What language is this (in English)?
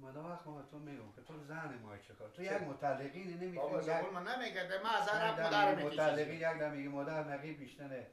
Persian